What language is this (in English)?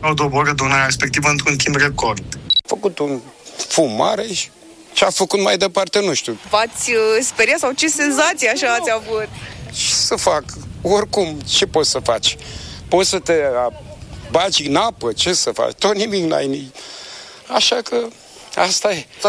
Romanian